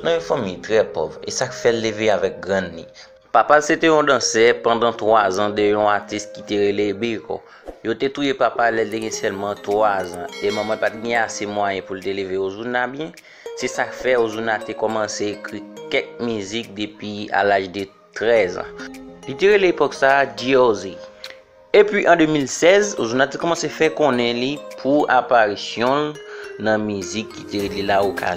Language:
Haitian Creole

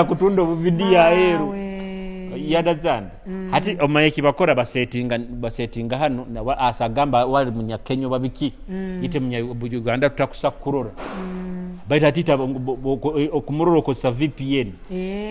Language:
Nyoro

